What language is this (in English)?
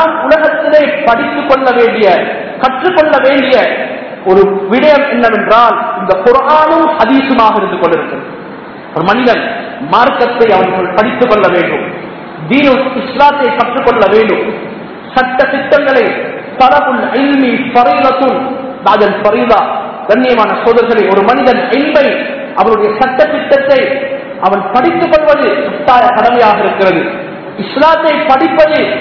Tamil